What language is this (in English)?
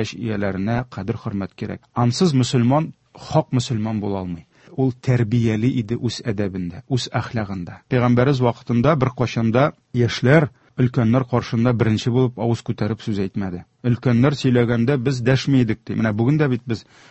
Tatar